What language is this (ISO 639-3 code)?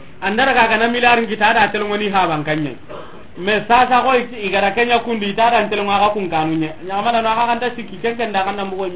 snk